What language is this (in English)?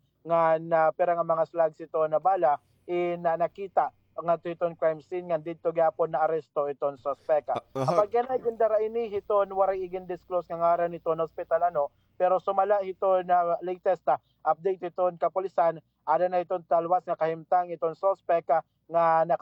Waray